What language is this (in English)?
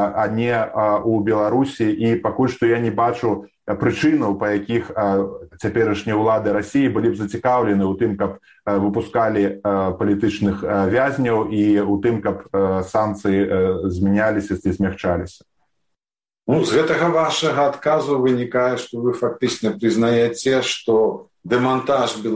Belarusian